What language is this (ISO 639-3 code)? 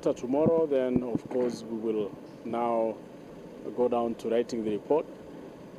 mer